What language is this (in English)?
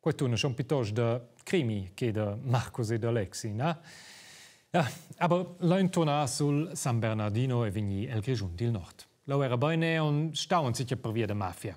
Romansh